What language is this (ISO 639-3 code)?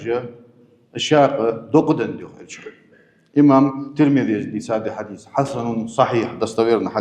inh